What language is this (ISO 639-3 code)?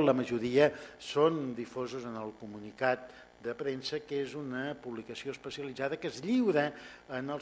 cat